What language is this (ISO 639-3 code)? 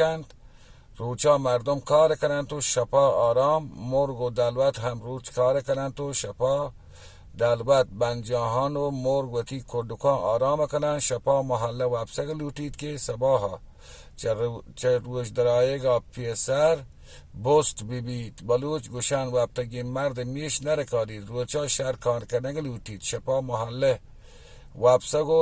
bal